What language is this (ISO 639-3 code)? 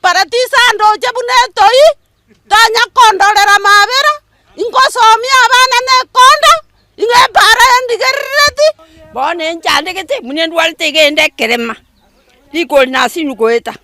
guz